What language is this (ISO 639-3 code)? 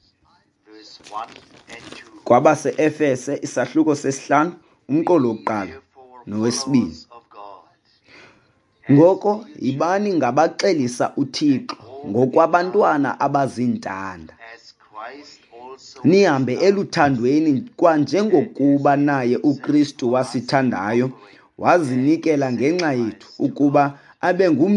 xho